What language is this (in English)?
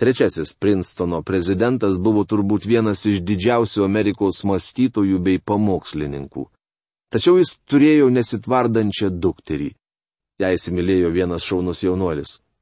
Lithuanian